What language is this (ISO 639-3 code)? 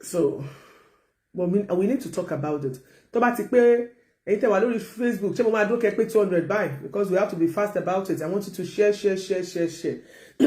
yor